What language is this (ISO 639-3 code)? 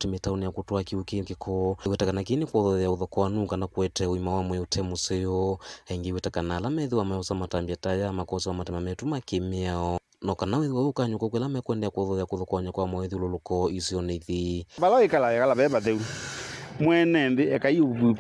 kam